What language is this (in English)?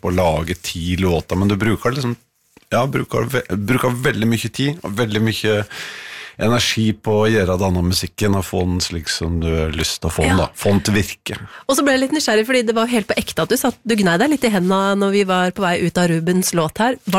Norwegian